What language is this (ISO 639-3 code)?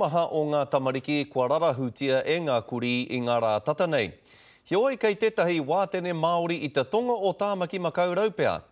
mri